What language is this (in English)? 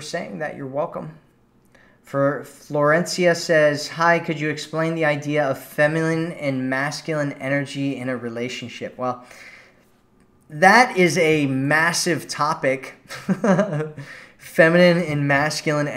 English